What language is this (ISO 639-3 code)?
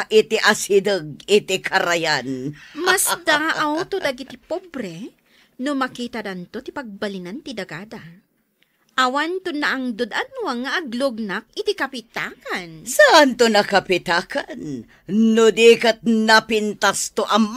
ilo